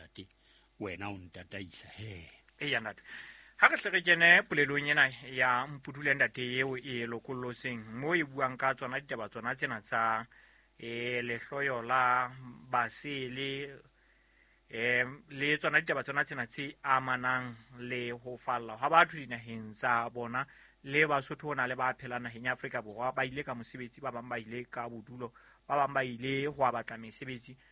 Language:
Southern Sotho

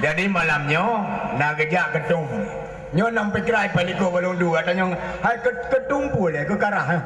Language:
Achinese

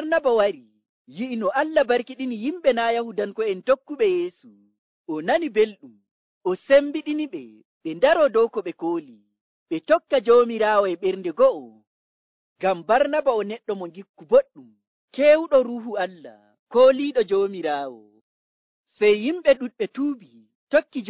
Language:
Nigerian Fulfulde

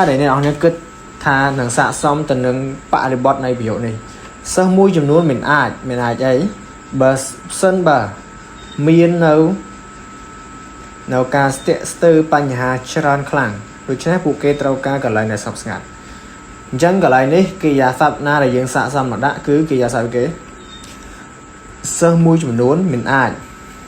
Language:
Khmer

